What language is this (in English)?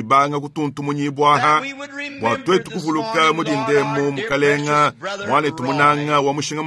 Luba-Lulua